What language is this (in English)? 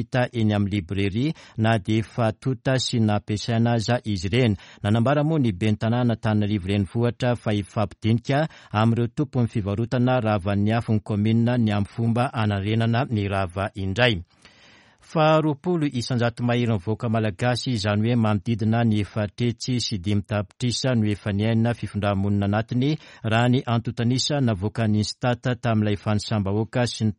Malagasy